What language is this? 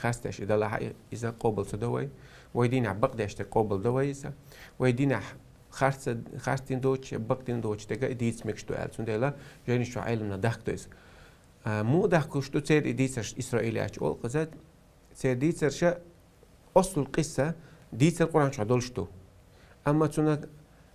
Chechen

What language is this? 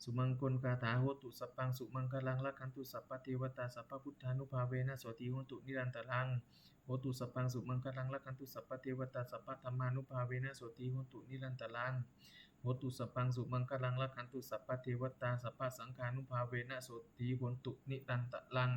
Pali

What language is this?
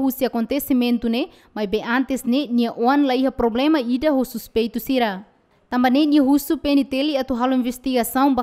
Tetum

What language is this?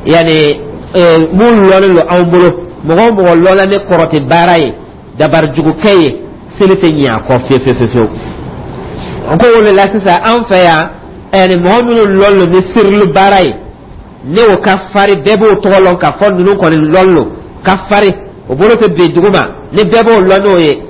Dyula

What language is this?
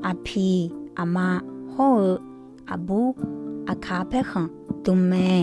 Akha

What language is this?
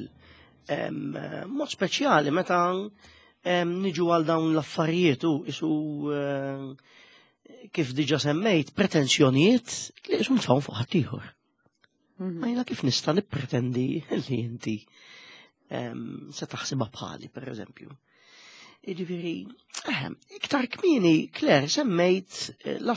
Maltese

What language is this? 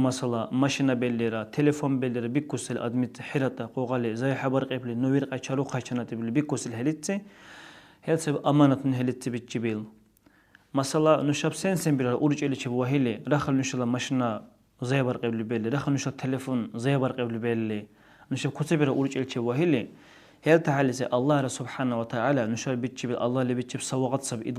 Dargwa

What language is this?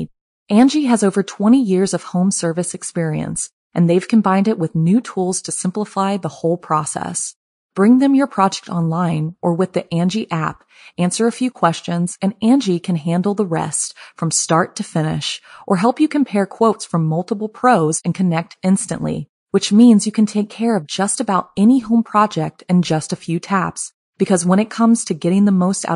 English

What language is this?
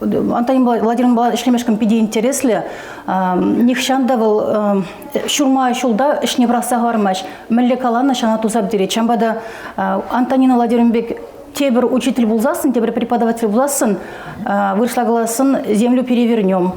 Chuvash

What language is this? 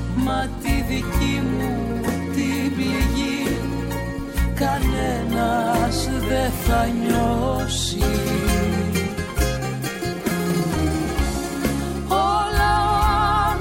Greek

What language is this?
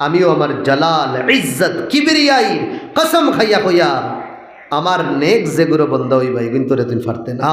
Sylheti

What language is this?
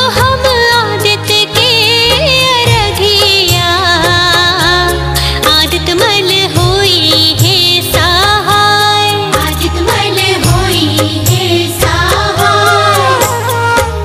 Bhojpuri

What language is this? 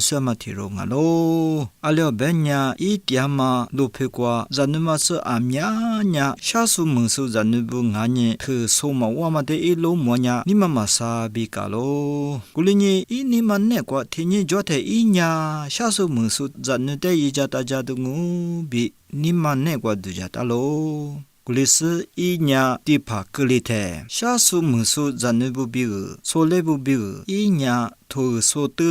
Lisu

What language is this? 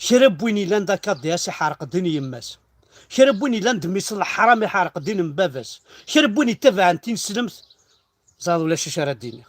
Kabyle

